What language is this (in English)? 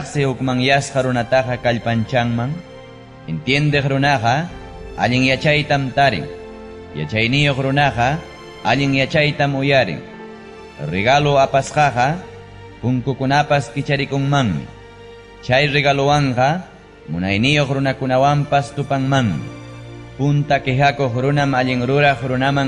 Ayacucho Quechua